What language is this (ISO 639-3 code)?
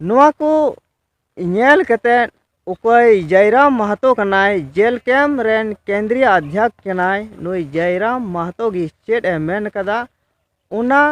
sat